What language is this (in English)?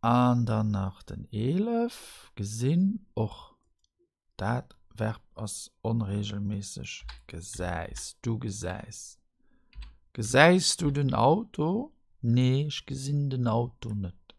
Luxembourgish